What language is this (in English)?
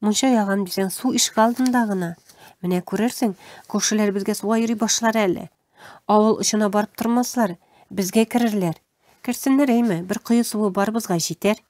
Tatar